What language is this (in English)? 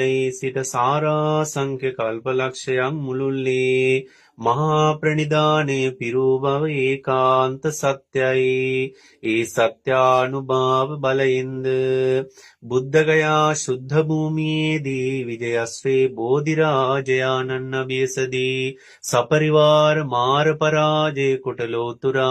Sinhala